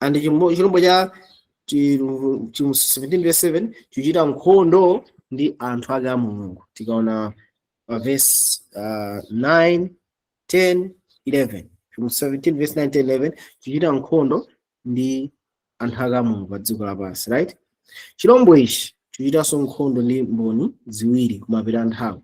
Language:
Nyanja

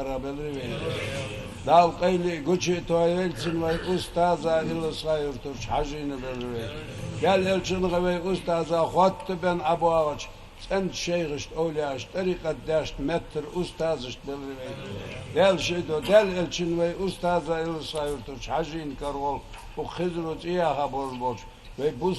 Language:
Ingush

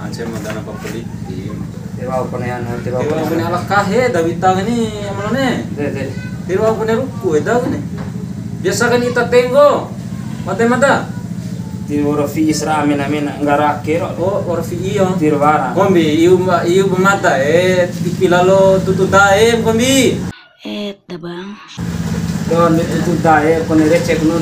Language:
Bima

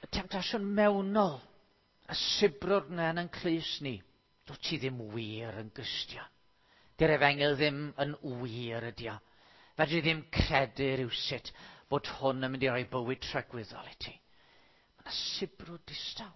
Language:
Welsh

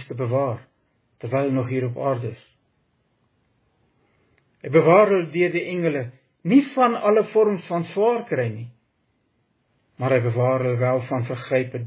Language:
Afrikaans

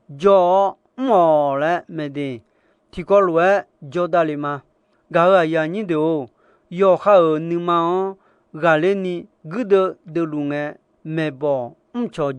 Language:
Akha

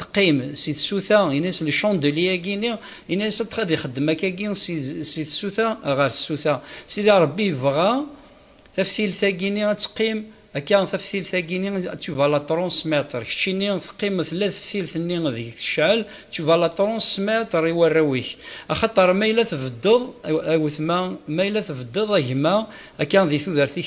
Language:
Kabyle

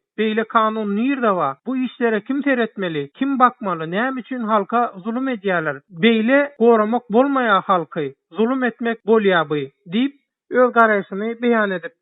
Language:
Turkmen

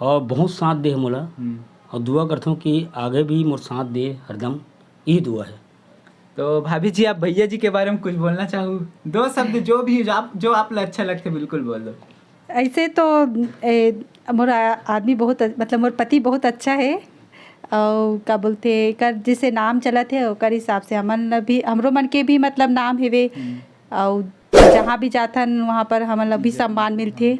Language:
Chhattisgarhi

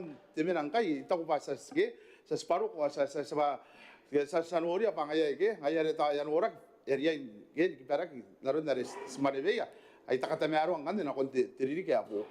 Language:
Gilbertese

